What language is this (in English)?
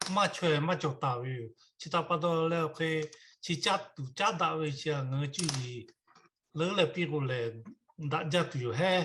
Lahu